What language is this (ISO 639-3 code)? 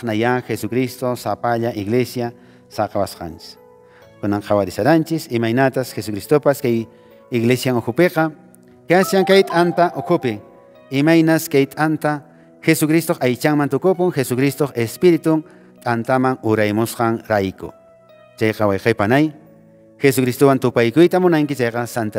que